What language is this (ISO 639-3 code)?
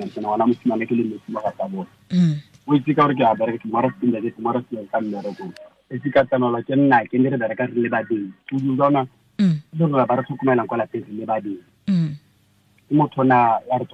tsn